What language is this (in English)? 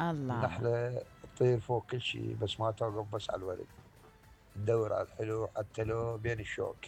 Mesopotamian Arabic